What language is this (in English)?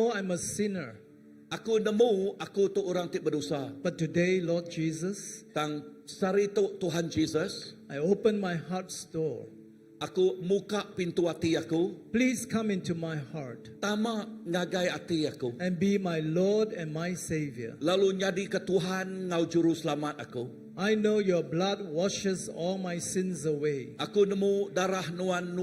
Iban